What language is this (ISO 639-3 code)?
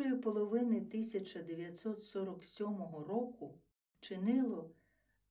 ukr